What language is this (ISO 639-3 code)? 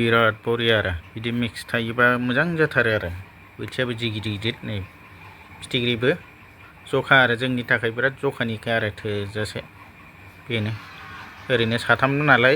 brx